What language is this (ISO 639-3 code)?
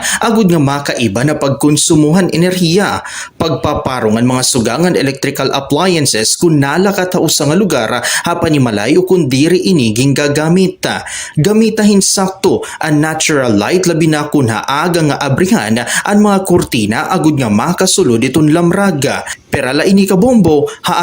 war